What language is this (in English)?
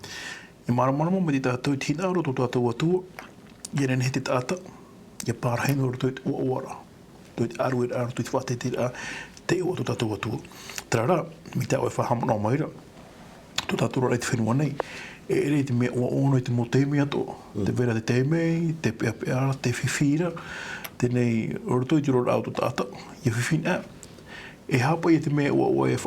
Tahitian